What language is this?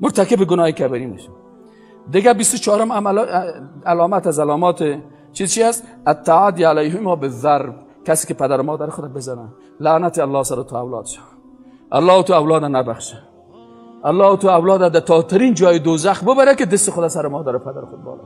Persian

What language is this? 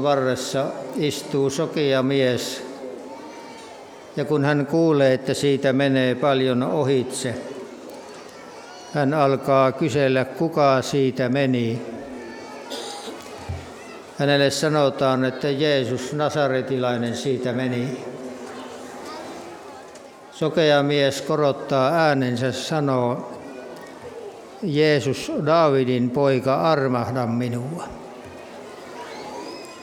Finnish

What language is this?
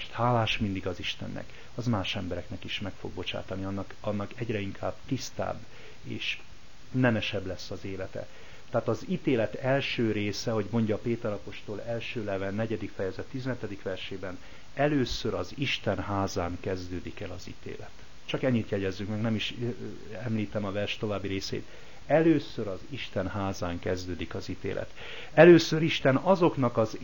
Hungarian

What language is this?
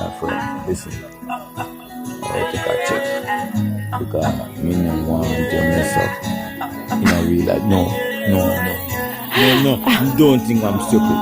Jamaican Creole English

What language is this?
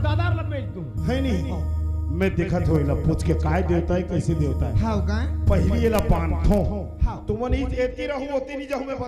Chhattisgarhi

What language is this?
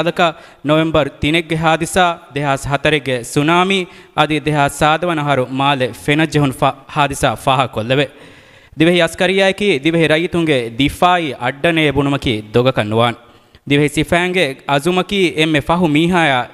Divehi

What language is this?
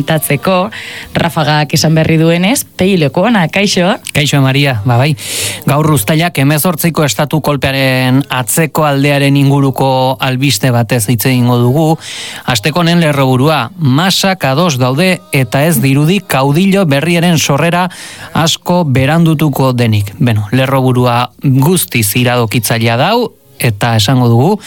Basque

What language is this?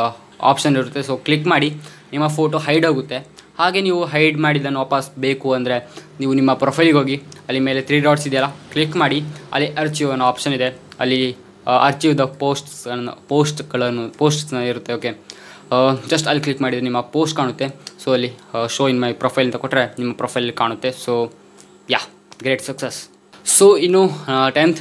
Kannada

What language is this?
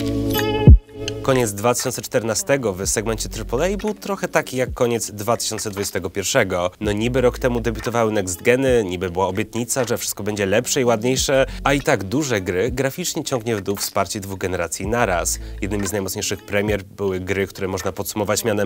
Polish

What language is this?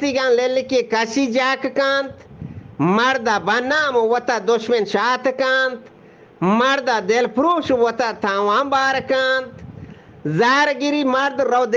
Eastern Balochi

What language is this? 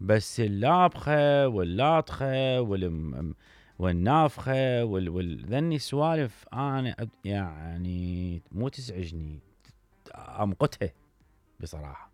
Mesopotamian Arabic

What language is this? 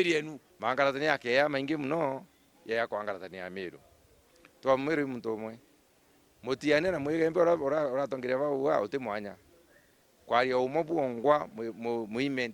Meru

